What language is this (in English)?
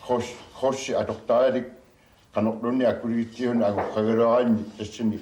Kalaallisut